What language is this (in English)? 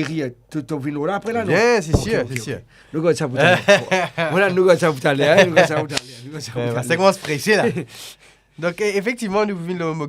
Morisyen